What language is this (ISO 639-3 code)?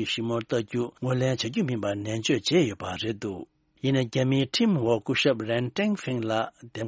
bod